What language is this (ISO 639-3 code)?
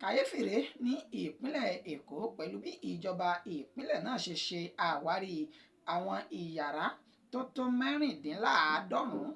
yor